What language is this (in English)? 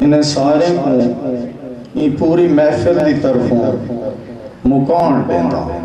Saraiki